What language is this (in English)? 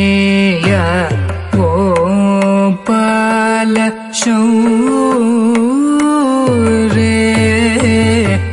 Telugu